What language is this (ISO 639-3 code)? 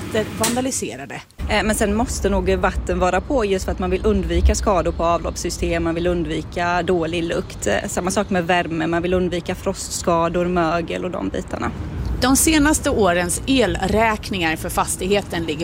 swe